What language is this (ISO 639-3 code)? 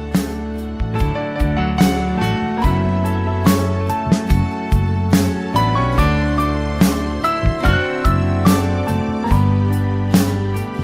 ahk